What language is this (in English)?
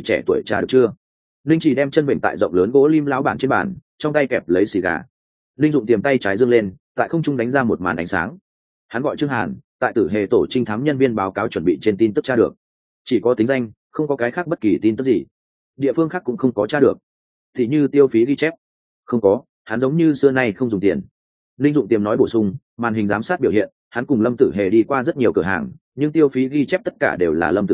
Vietnamese